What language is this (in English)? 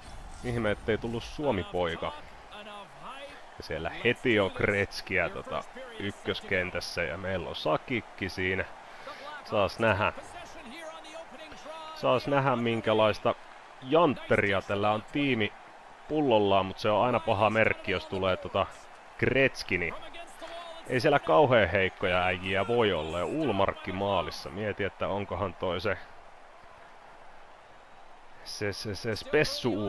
Finnish